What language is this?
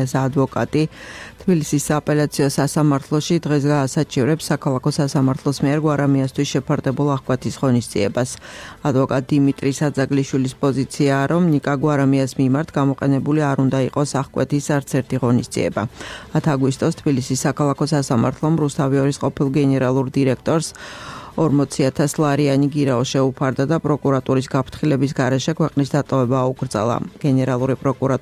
Georgian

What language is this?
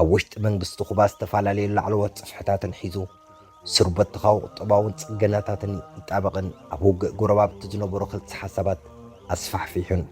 Tigrinya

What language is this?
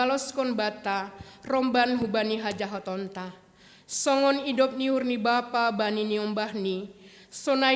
Batak Simalungun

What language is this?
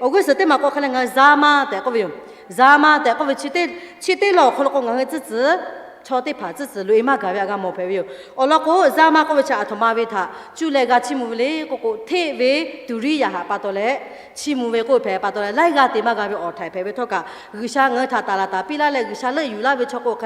Lahu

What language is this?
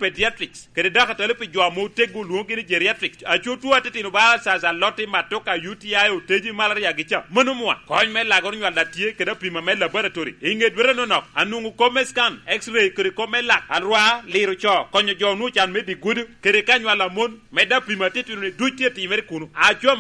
Lango (Uganda)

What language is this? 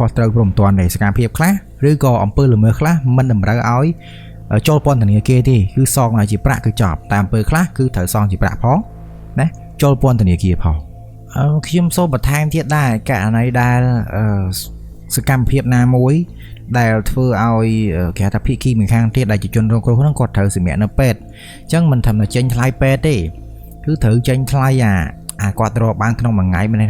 Khmer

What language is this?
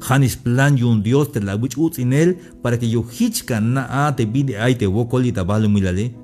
Tzeltal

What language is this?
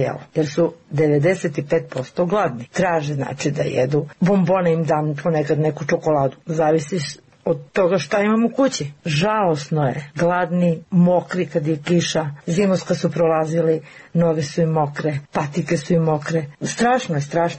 Serbian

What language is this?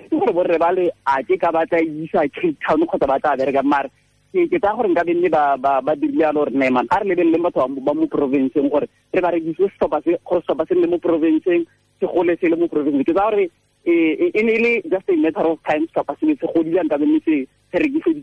Tswana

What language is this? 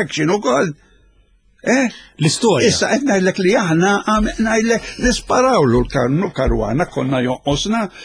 Maltese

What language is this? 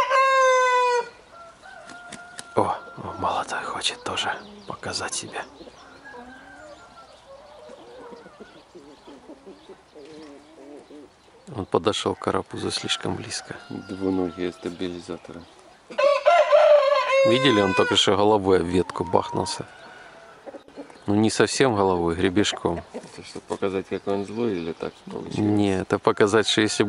Russian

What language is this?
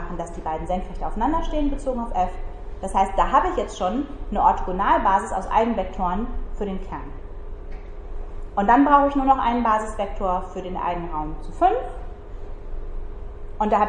German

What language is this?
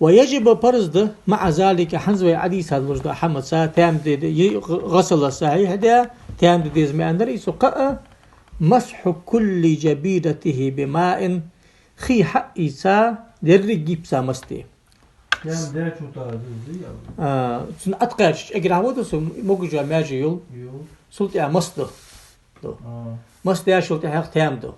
Ingush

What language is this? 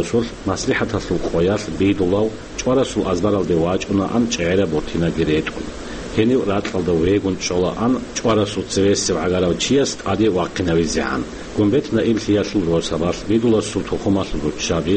Avaric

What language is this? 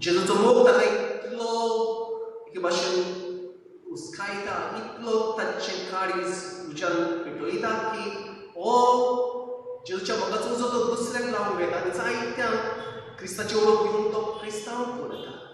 Konkani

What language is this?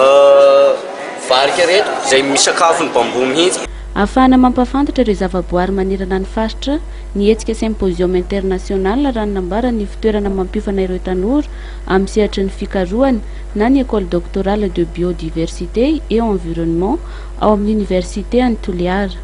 Malagasy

